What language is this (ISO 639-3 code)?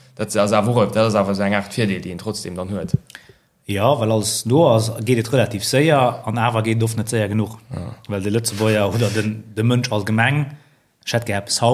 ltz